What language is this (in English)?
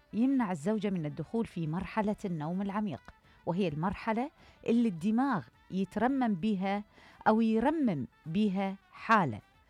Mesopotamian Arabic